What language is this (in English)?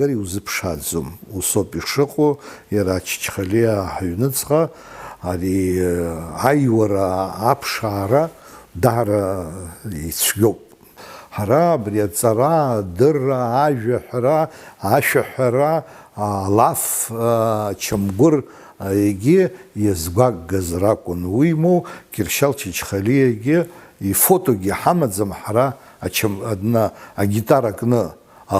Abkhazian